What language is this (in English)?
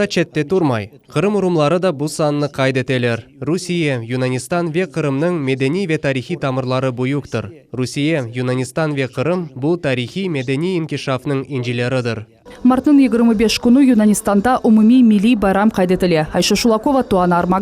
Crimean Tatar